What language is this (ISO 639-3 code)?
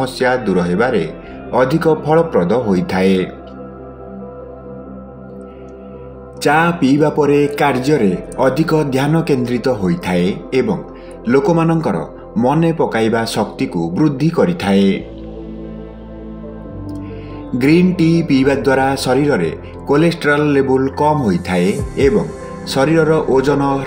ori